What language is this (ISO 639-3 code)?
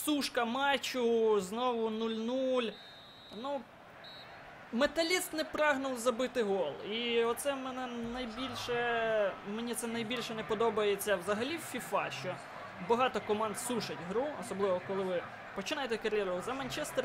ukr